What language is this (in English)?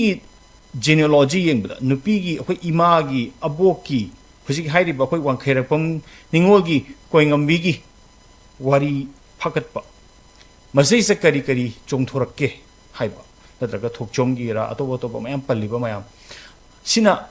Manipuri